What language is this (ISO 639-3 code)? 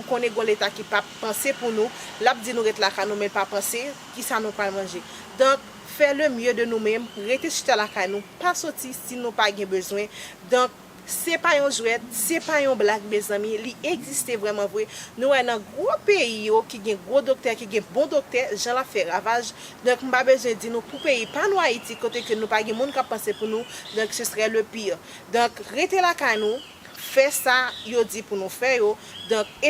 hat